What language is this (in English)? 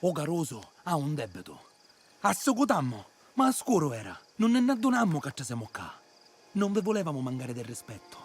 Sicilian